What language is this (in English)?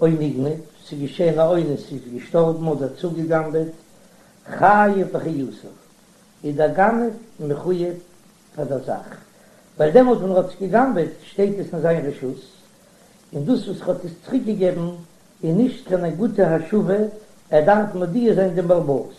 Yiddish